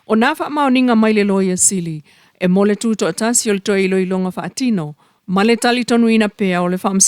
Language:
Samoan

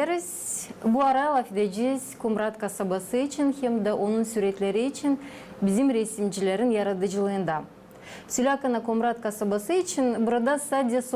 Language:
Gagauz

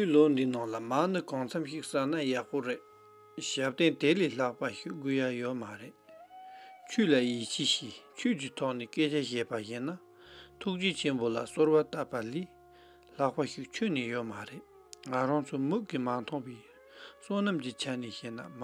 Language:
Tibetan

